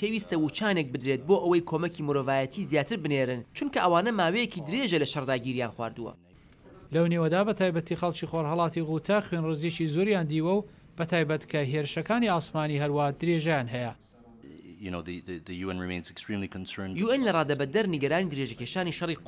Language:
Central Kurdish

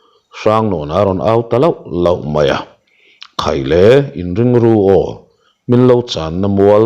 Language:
Mizo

